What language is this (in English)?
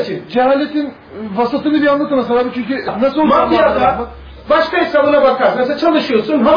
Turkish